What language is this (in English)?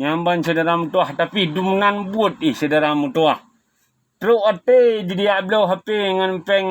Achinese